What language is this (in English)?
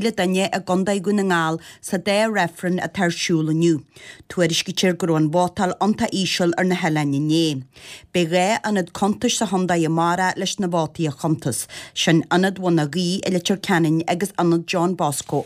Irish